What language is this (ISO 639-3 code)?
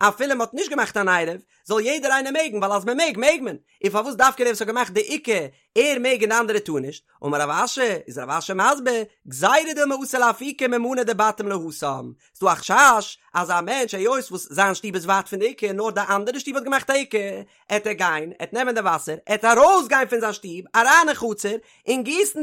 yid